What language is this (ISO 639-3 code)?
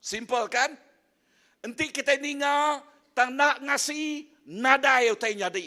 iba